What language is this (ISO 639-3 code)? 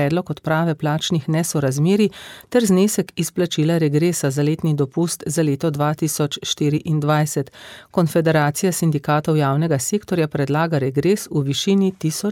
slv